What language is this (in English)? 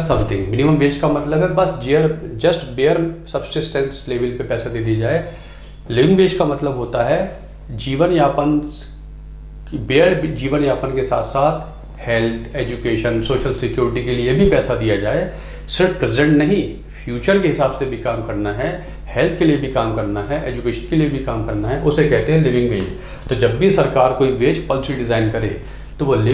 Hindi